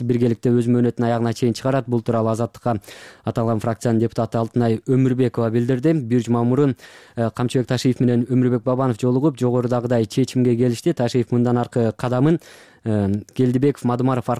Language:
Kyrgyz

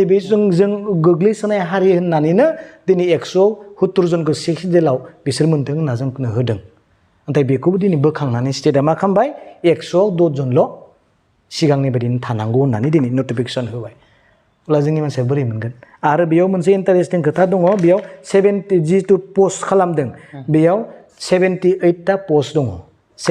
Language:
Bodo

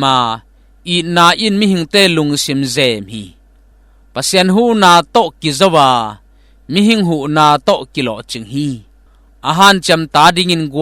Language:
Tedim Chin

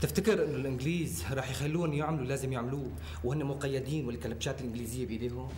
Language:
North Levantine Arabic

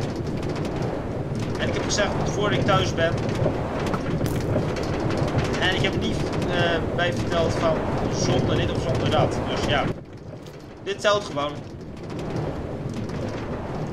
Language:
Dutch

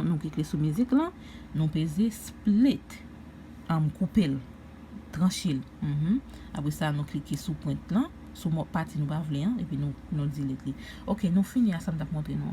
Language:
Haitian Creole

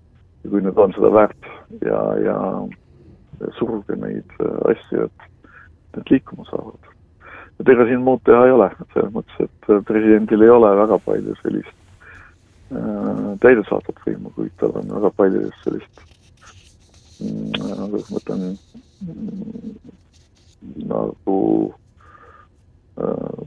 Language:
Estonian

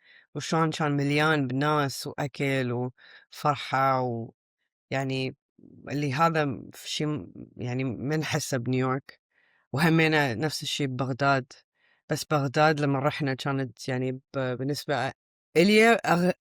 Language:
Mesopotamian Arabic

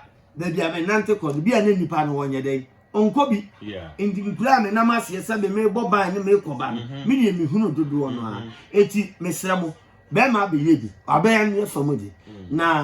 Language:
Akan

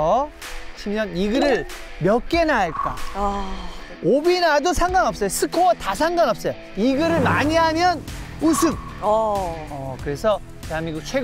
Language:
Korean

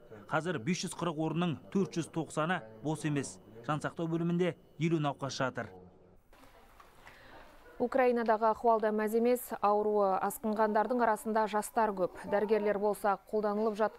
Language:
Kazakh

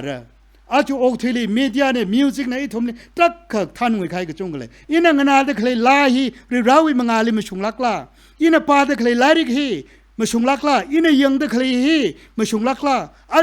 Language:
Tangkhul Naga (India)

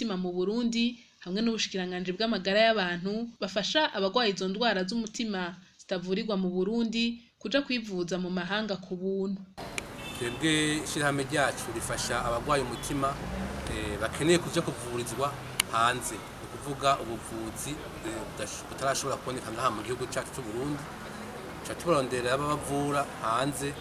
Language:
Rundi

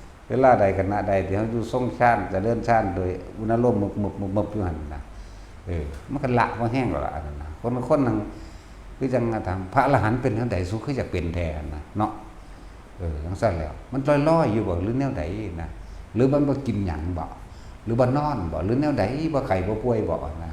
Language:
Northeastern Thai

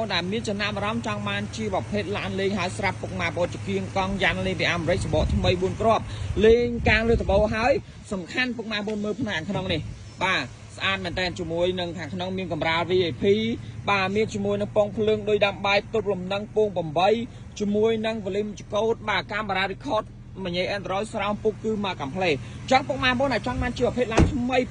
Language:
Khmer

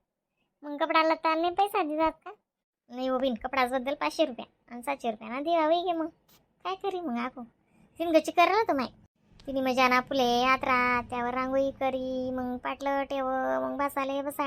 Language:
Khandesi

